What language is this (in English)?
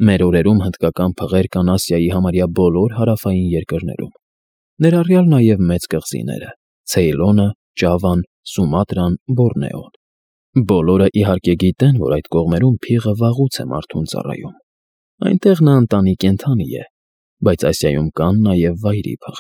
Armenian